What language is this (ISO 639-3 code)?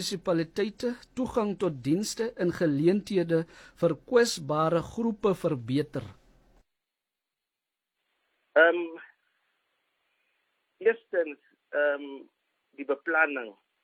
afr